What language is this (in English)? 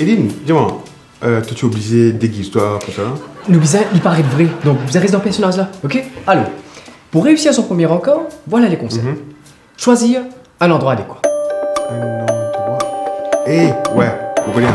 Morisyen